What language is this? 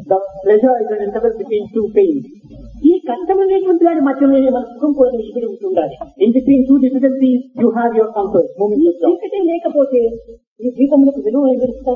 Telugu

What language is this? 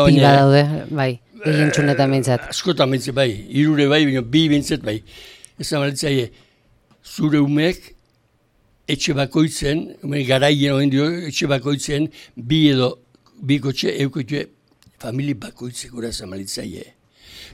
Basque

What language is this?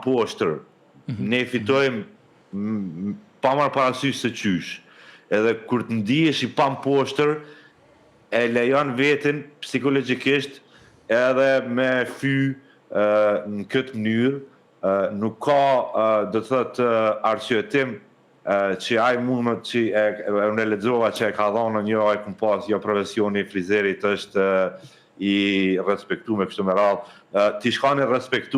Albanian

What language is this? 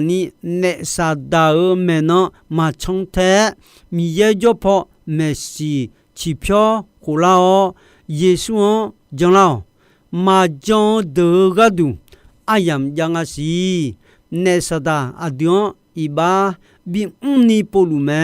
Akha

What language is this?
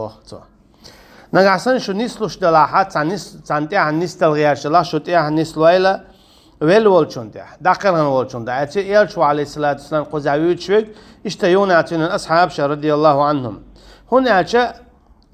Chechen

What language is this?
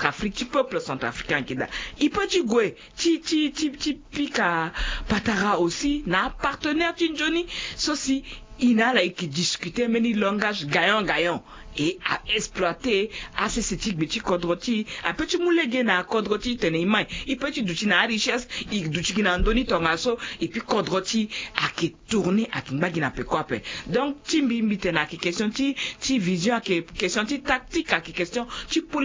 Sango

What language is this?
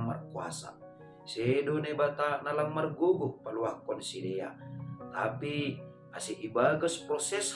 Batak Simalungun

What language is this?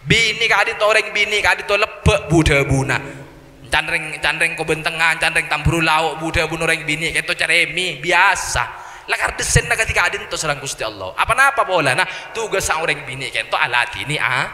Madurese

